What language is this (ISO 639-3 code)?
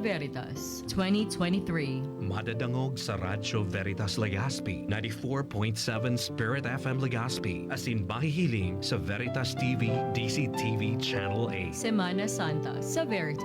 bik